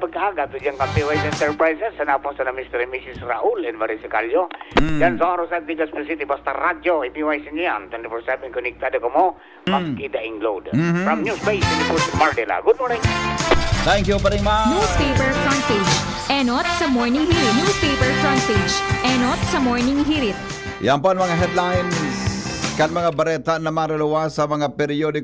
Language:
Bikol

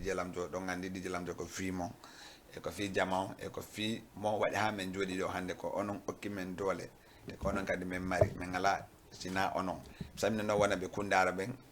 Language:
Fula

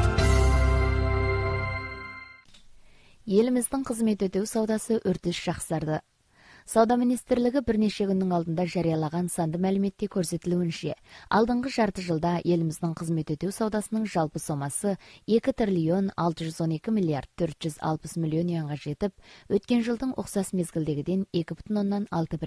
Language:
Kazakh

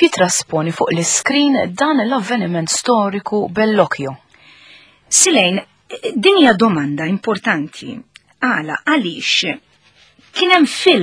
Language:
Maltese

